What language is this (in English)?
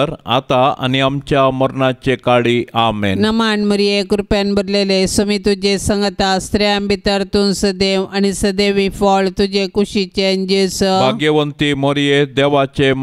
Konkani